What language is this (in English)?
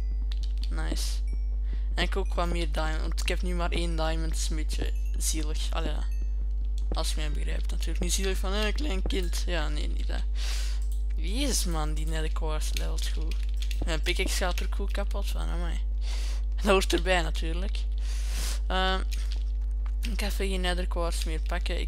Dutch